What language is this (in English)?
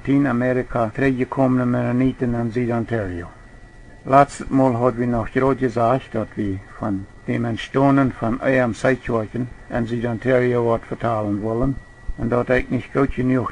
Plautdietsch